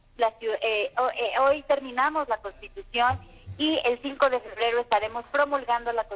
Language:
Spanish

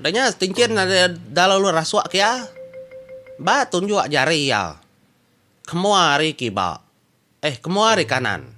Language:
Iban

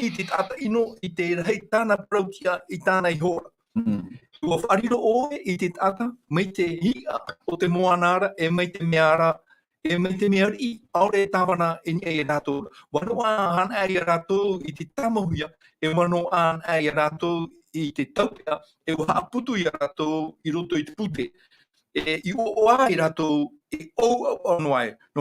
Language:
Tahitian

